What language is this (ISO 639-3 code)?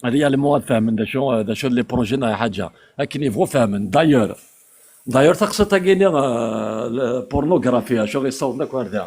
kab